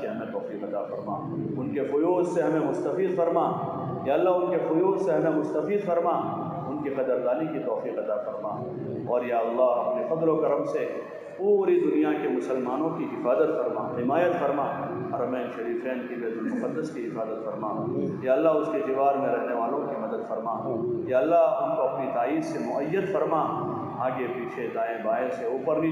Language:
Urdu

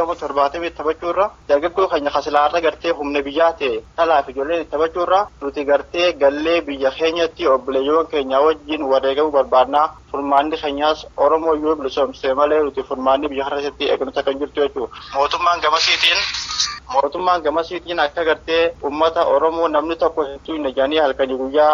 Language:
Oromo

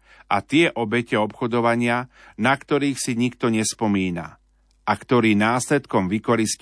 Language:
Slovak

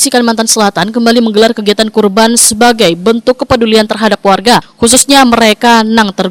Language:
Banjar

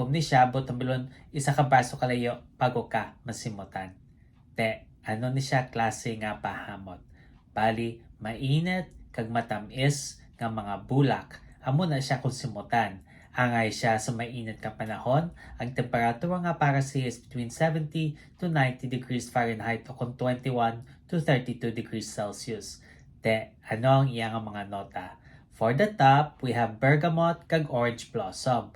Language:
Hiligaynon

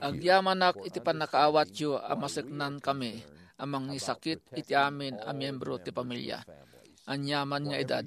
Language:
Iloko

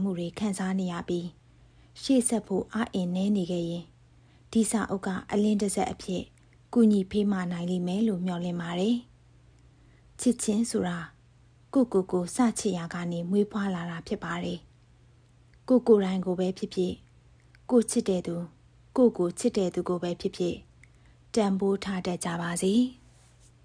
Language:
Burmese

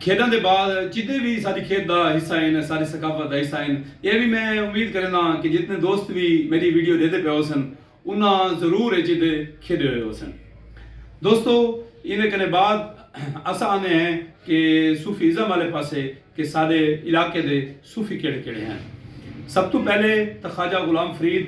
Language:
Saraiki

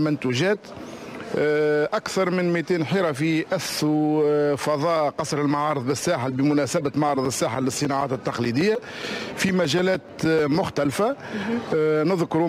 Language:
Tunisian Arabic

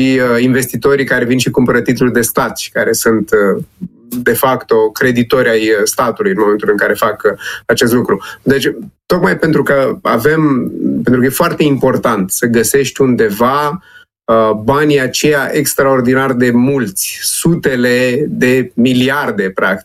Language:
Romanian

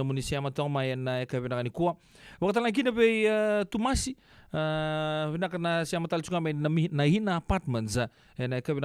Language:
Fijian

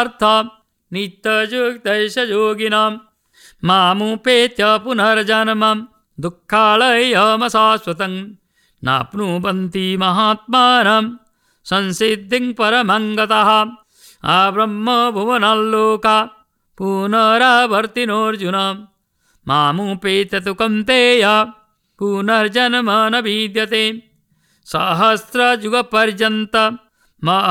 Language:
Sanskrit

